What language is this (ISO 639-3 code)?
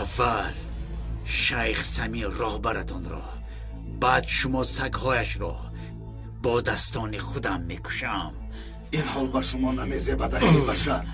tgk